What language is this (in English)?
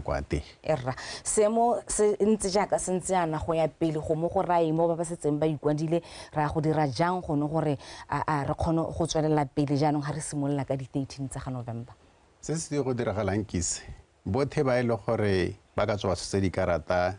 Tswana